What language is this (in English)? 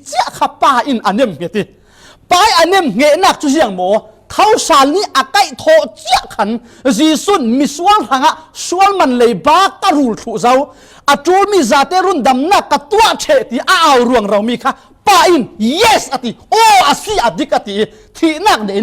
Falam Chin